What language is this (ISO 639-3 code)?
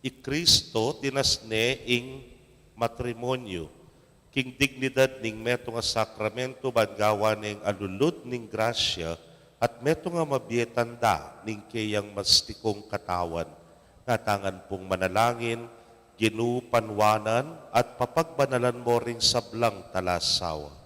pam